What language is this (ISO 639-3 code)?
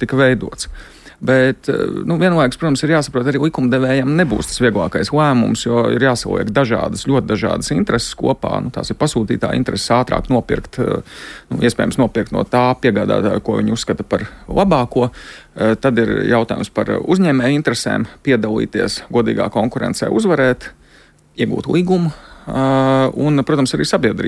lav